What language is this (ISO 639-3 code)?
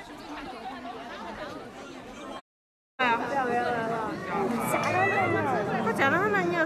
zho